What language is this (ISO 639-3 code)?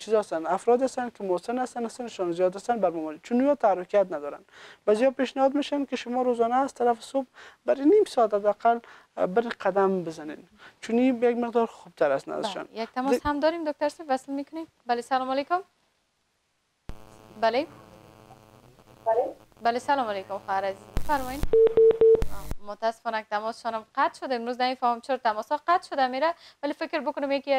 fas